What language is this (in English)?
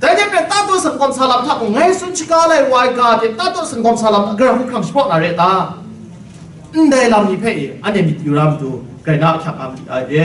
Kachin